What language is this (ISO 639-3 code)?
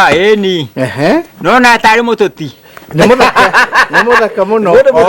kik